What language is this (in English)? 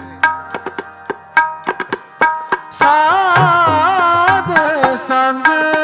Punjabi